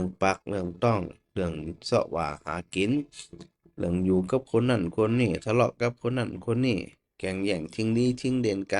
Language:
Northern Thai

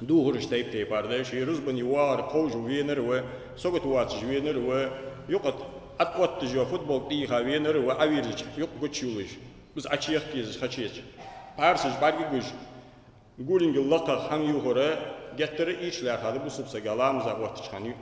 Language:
Ingush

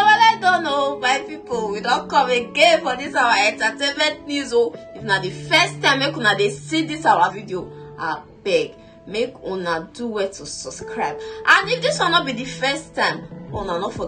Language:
Nigerian Pidgin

